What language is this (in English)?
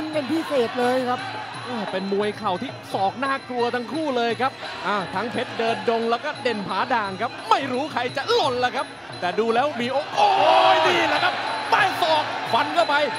Thai